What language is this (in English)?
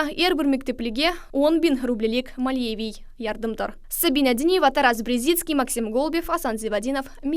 Crimean Tatar